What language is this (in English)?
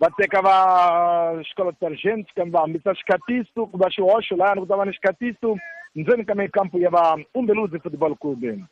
Tsonga